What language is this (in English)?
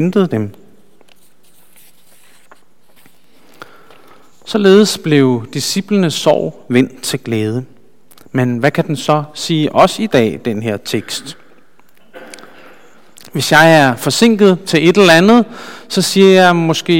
Danish